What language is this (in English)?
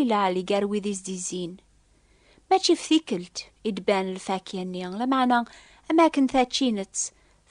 Kabyle